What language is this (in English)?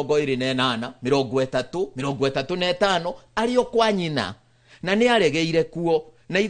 Kikuyu